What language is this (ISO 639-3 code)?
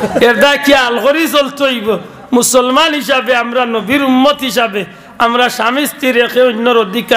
syl